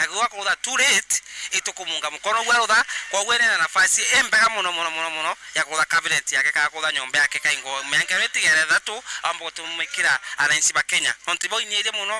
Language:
Meru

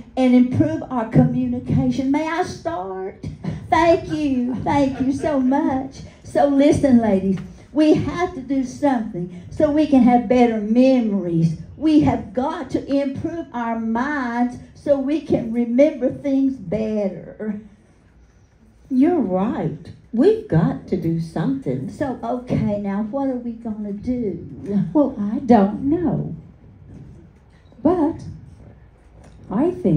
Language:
English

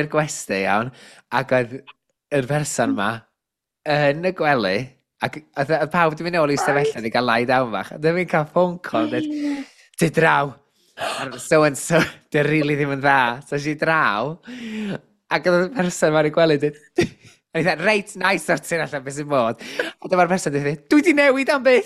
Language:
Welsh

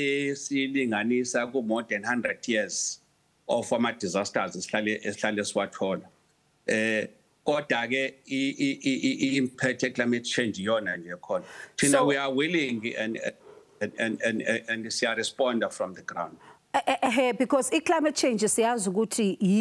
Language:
Zulu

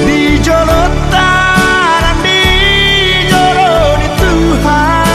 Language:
Batak Toba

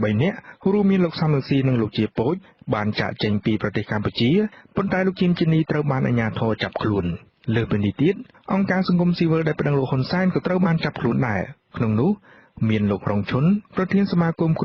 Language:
Khmer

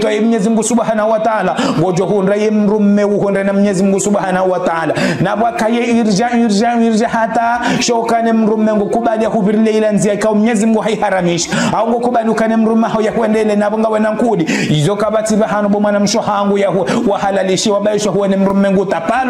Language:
Ngazidja Comorian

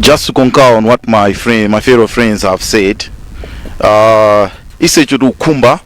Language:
Nyanja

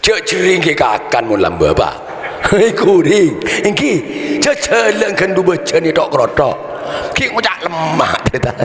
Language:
Madurese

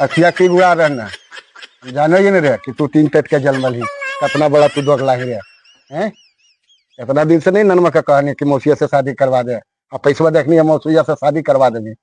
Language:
Magahi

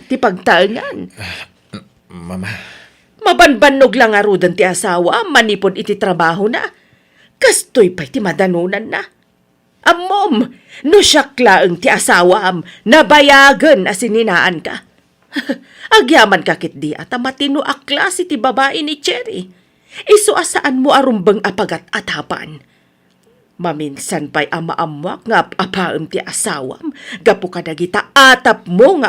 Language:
Iloko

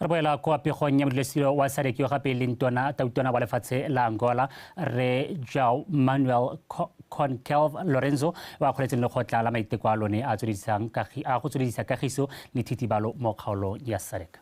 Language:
Tswana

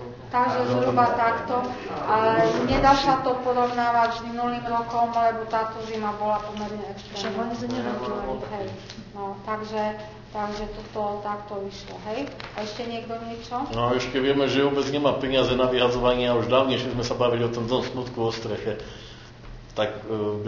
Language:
Slovak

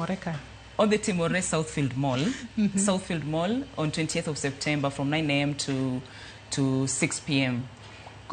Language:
Luo (Kenya and Tanzania)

